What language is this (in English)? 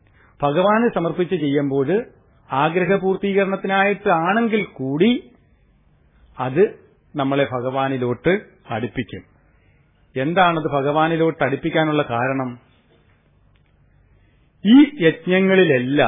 Malayalam